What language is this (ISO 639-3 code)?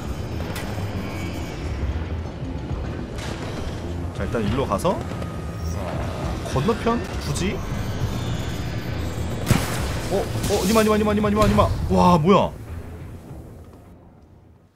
kor